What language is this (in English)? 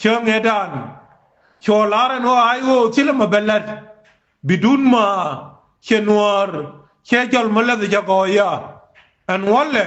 Nuer